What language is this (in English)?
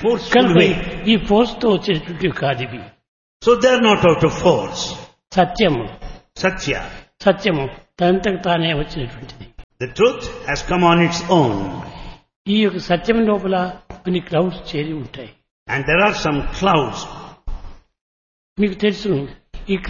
Telugu